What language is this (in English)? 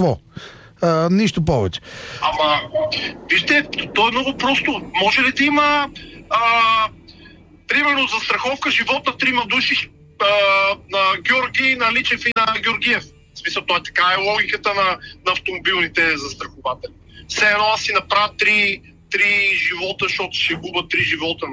Bulgarian